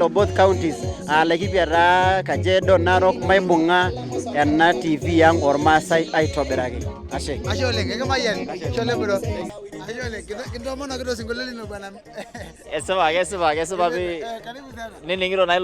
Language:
Masai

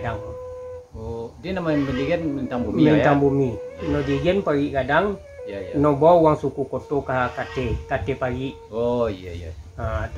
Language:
Minangkabau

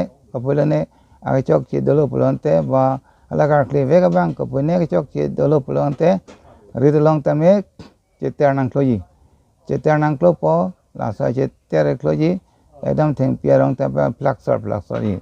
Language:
Karbi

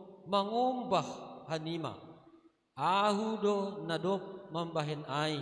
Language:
Batak Simalungun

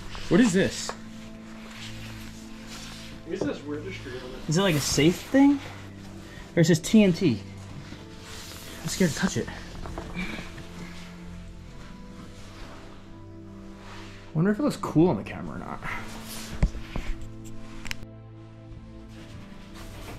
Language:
English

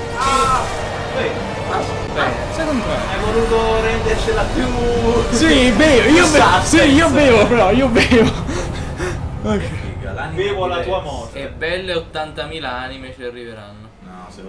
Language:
Italian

